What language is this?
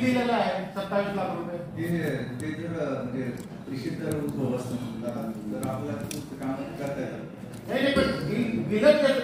Marathi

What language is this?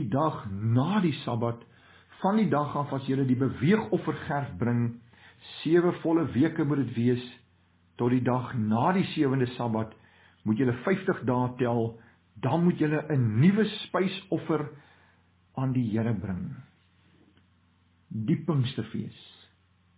Afrikaans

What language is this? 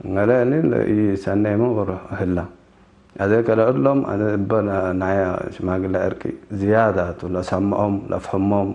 Tigre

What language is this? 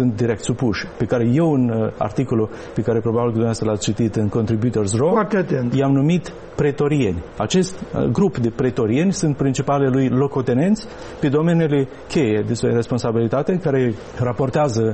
Romanian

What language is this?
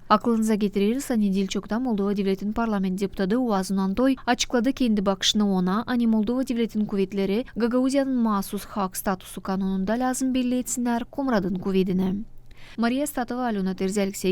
Gagauz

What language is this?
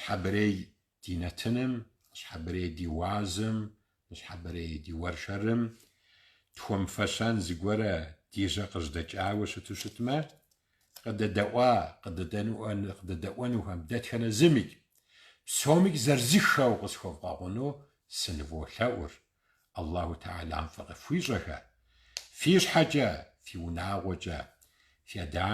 Kabardian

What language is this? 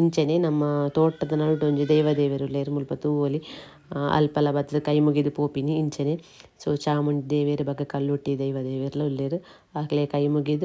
Tulu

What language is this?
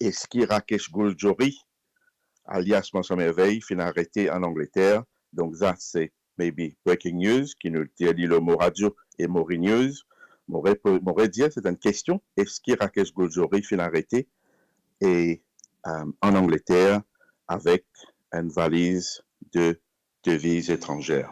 Morisyen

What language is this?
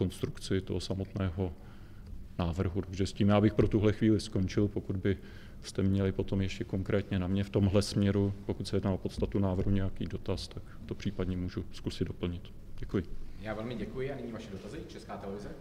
Czech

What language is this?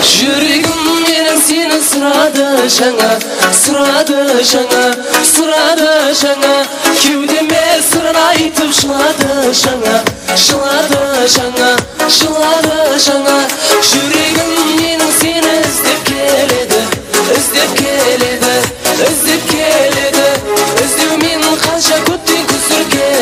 Kara-Kalpak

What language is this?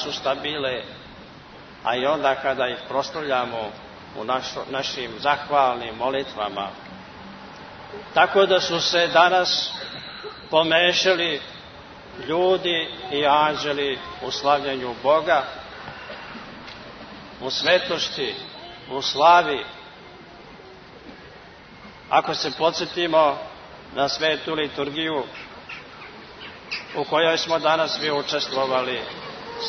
Serbian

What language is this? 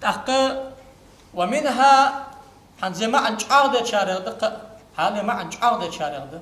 Ingush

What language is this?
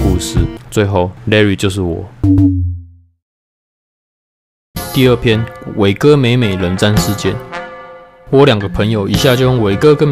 Chinese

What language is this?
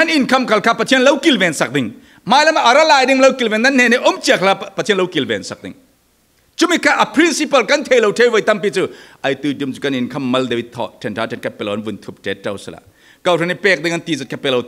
Falam Chin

